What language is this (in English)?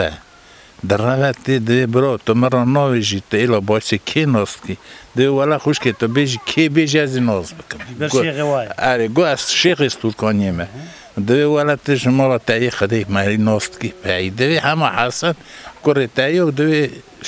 Kurdish